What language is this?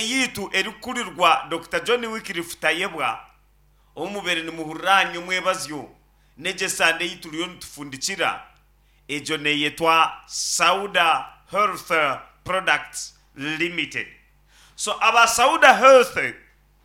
Nyankole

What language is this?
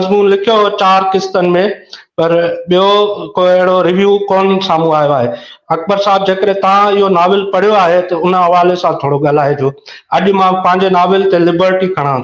Sindhi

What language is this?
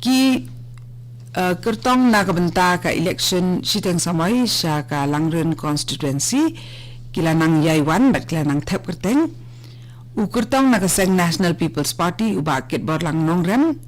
Khasi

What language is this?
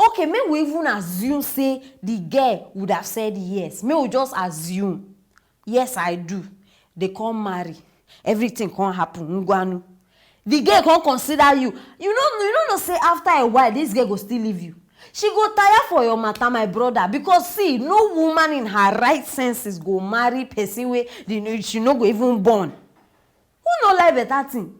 Nigerian Pidgin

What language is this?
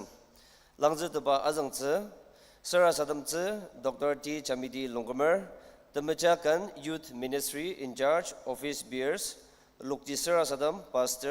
Ao Naga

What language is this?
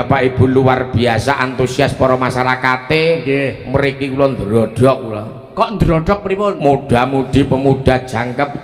Javanese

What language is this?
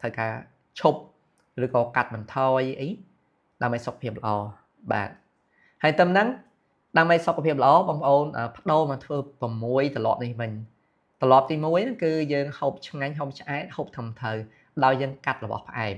Khmer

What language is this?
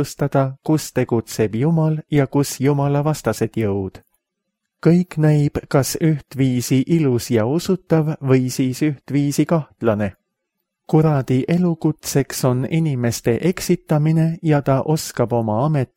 Estonian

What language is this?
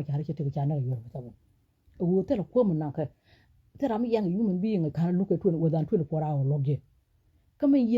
Nuer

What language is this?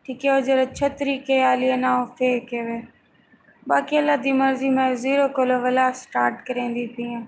Saraiki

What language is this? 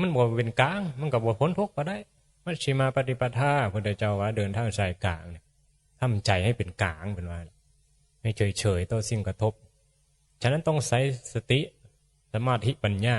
Northeastern Thai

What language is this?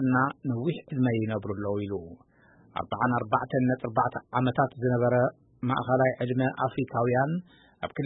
Tigrinya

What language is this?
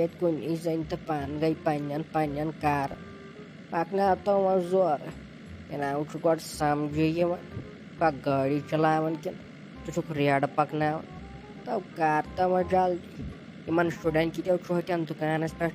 Kashmiri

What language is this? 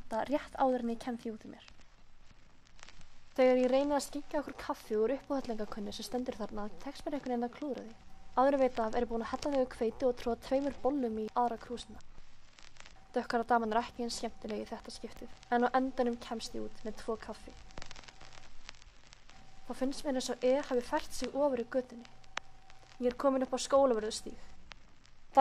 Icelandic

